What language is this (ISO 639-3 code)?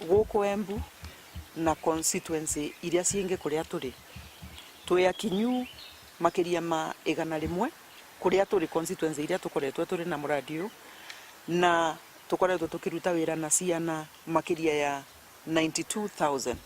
mer